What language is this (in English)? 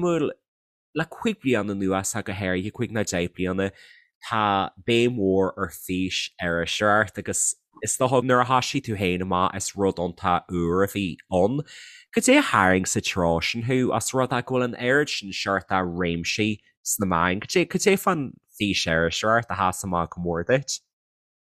Irish